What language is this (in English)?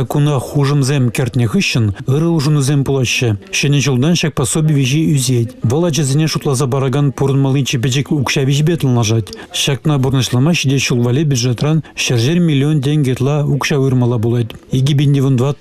Chuvash